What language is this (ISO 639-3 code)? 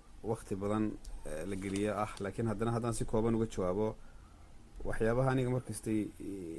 som